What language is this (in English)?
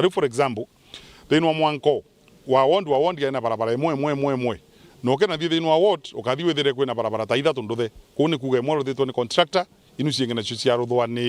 Meru